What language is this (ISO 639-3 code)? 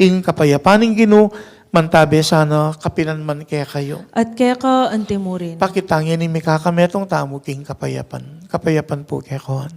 pam